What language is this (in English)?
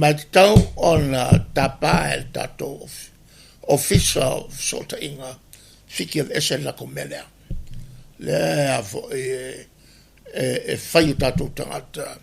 Samoan